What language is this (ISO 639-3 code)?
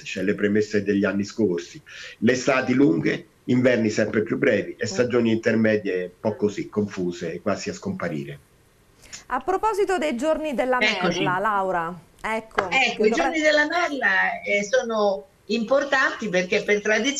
ita